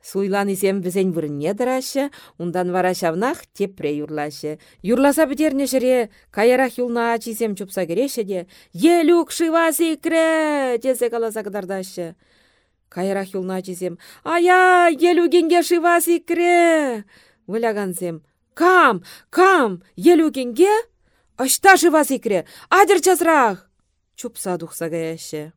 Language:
Chuvash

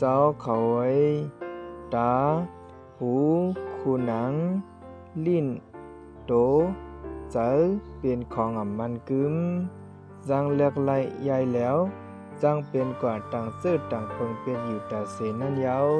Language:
Shan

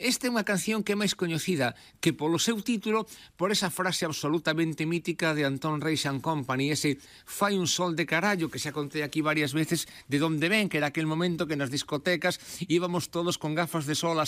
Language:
Galician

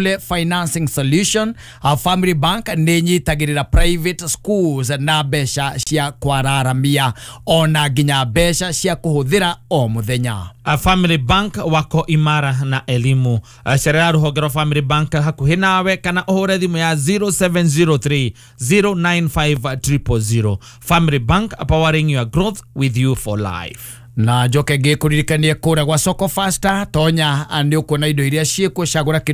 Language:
Kikuyu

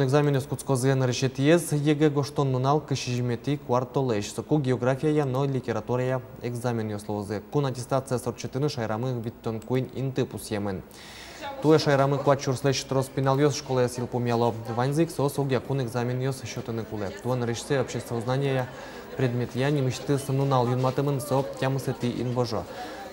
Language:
Udmurt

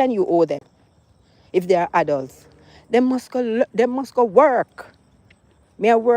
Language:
Jamaican Creole English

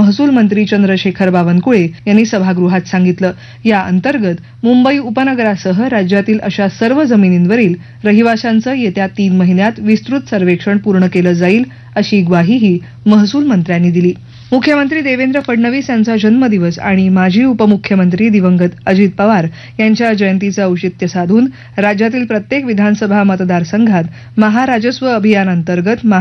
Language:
Marathi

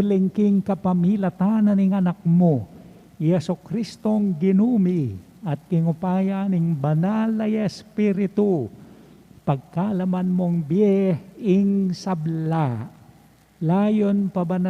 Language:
Pampanga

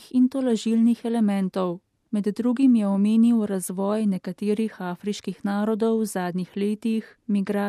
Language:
Slovenian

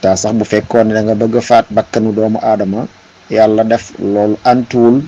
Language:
Wolof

